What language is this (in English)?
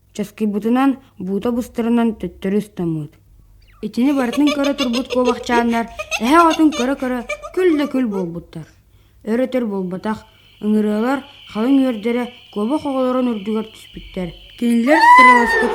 Yakut